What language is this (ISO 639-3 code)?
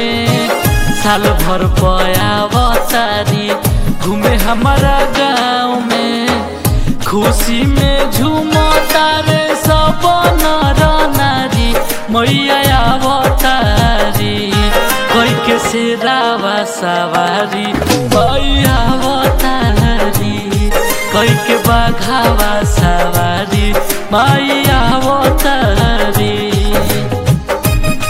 bho